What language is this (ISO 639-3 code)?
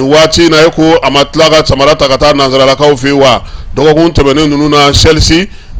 bam